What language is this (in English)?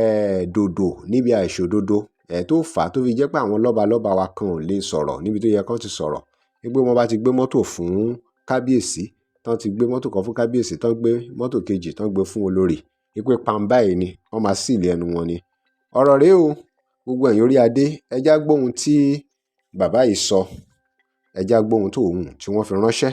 Yoruba